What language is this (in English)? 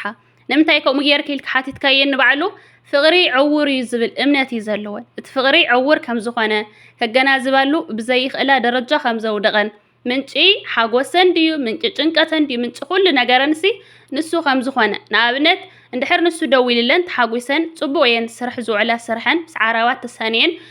Tigrinya